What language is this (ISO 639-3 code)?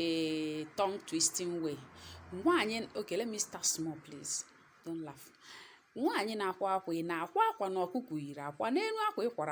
ibo